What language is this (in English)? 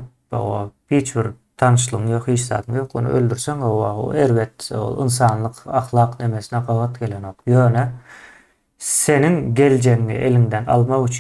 Turkmen